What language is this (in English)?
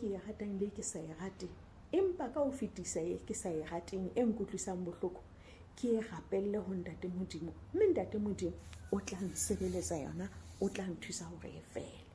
Southern Sotho